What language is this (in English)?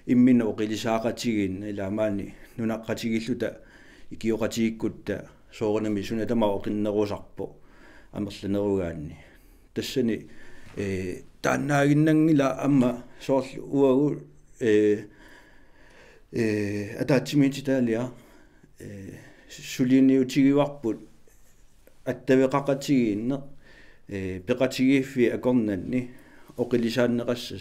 Kalaallisut